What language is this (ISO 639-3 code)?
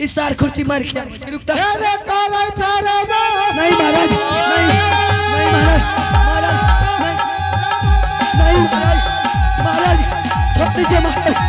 anp